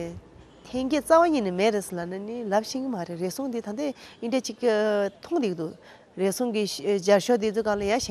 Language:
Tibetan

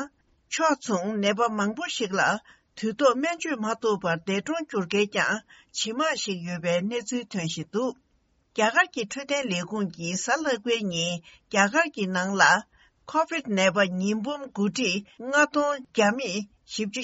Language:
Tibetan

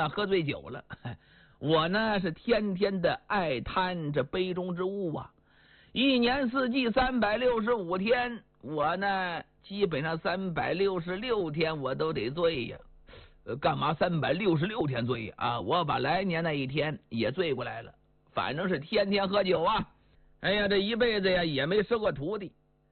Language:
Chinese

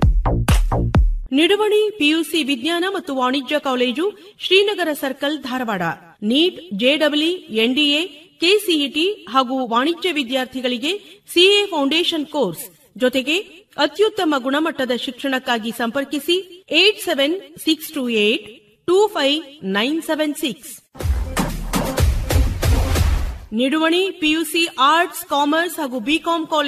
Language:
Kannada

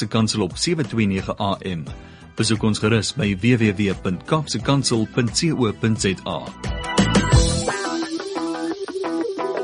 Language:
Afrikaans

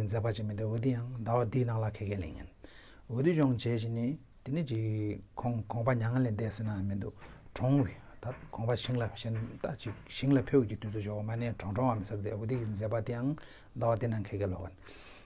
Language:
Tibetan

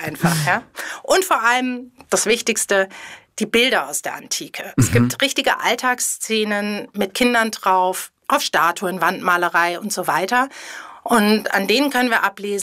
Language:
German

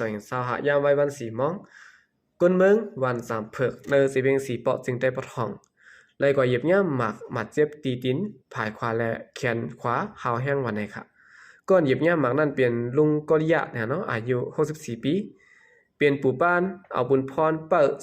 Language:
Shan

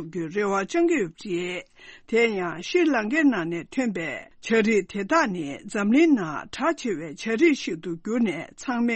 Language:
Tibetan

